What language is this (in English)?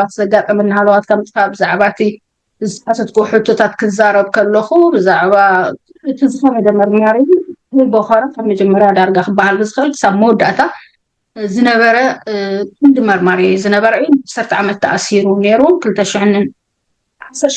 Tigrinya